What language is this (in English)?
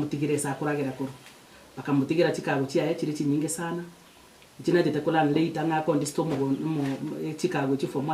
Gusii